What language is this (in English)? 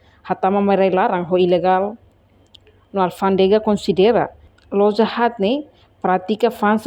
Tetum